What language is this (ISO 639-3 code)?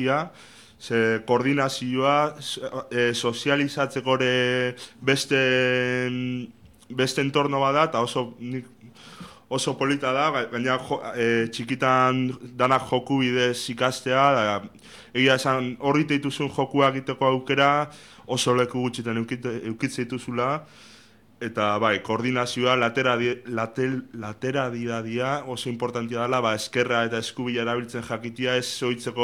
eus